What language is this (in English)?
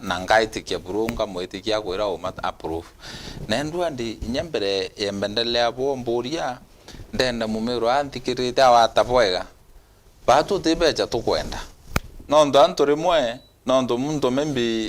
Meru